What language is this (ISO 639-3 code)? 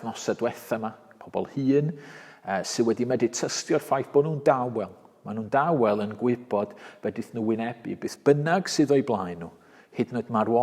cym